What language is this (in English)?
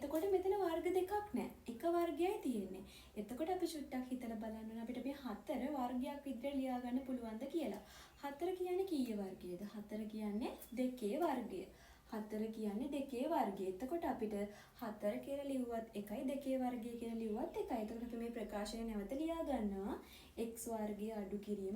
Sinhala